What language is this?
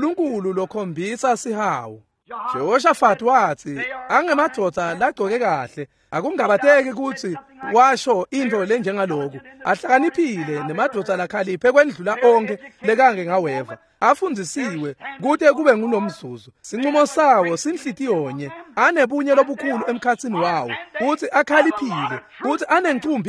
Swati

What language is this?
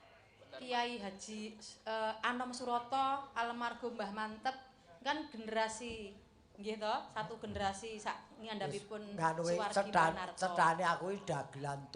Javanese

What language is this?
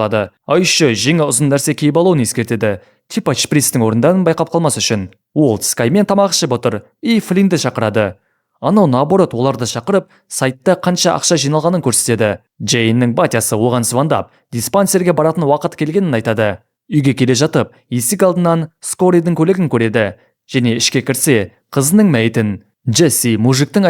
Kazakh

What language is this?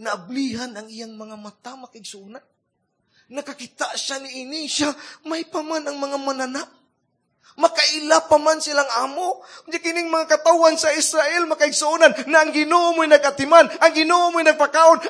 Cebuano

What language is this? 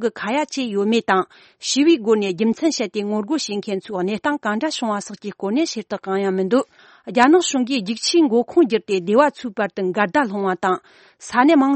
Tibetan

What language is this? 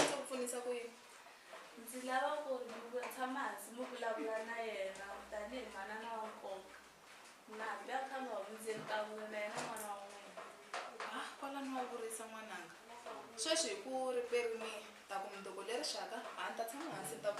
Tsonga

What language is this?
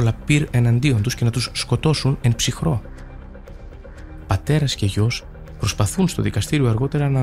Greek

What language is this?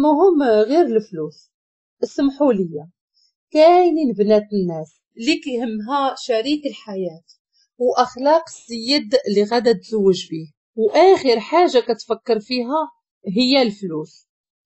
Moroccan Arabic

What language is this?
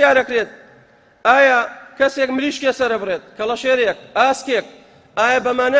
Central Kurdish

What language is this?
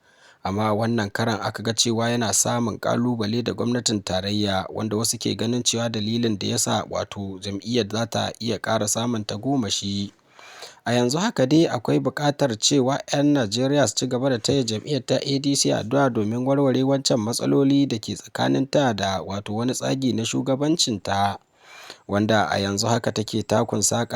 Hausa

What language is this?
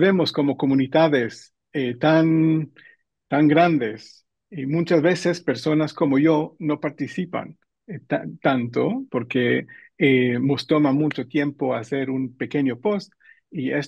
Ladino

